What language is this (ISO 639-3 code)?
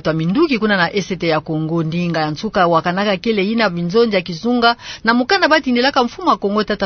ktu